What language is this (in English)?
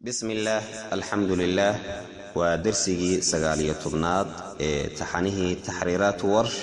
Somali